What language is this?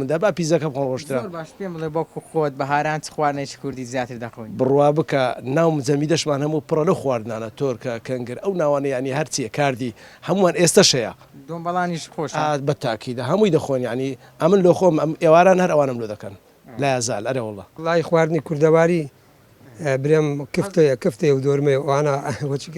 Central Kurdish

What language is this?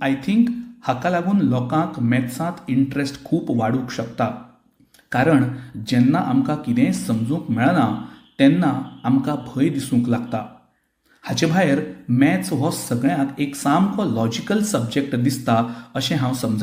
Konkani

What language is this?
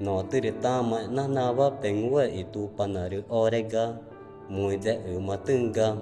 Ticuna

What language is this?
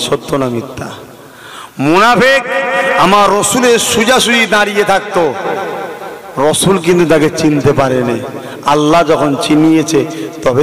Bangla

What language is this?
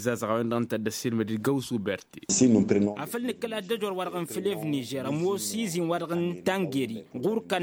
Tamasheq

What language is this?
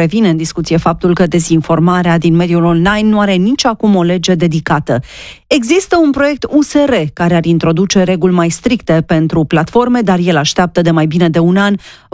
Romanian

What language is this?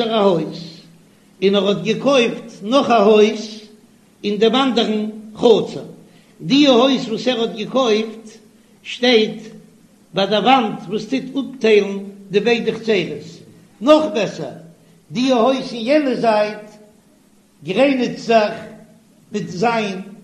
Yiddish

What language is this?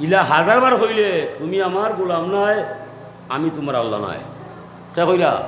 Sylheti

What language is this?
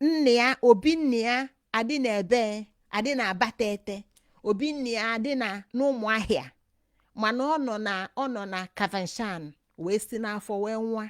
Igbo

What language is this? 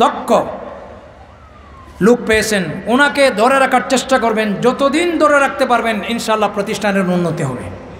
Bangla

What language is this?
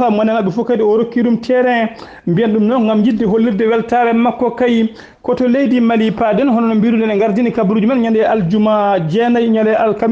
Fula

